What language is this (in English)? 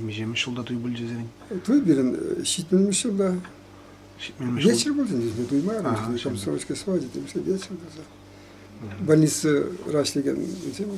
Chuvash